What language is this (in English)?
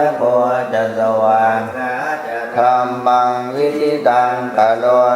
Pali